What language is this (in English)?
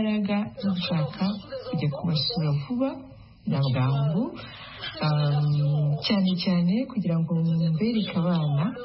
Kinyarwanda